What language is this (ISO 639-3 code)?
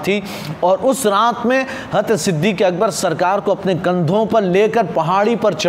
urd